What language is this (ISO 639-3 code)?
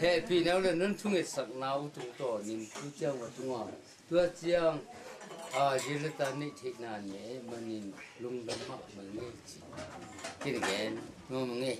ctd